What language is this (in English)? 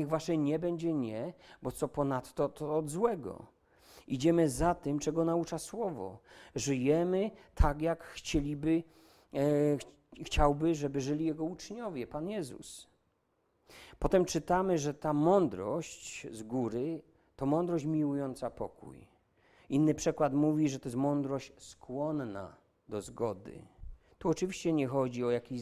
Polish